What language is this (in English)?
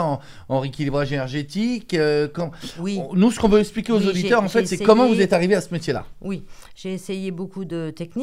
French